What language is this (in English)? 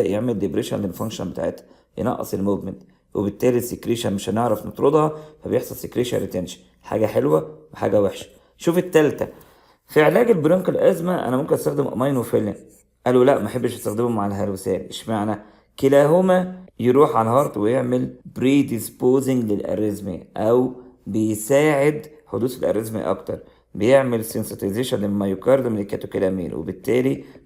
Egyptian Arabic